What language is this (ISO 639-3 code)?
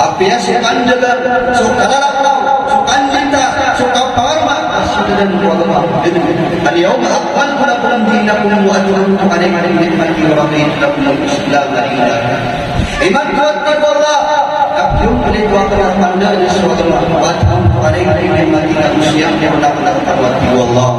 mrw